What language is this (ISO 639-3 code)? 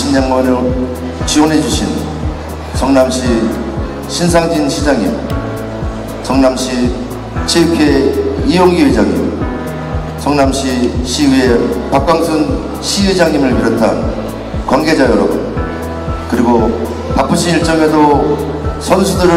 kor